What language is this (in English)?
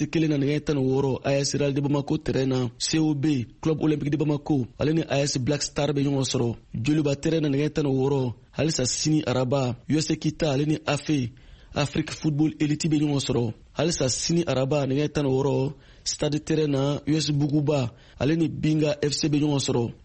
Bambara